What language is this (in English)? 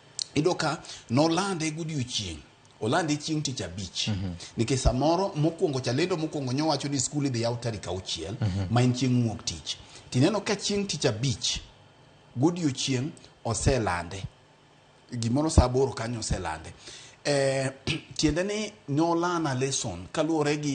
Luo (Kenya and Tanzania)